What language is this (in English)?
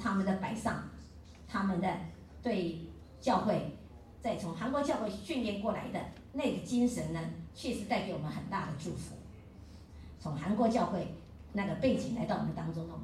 Chinese